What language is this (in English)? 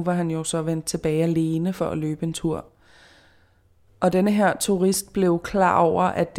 Danish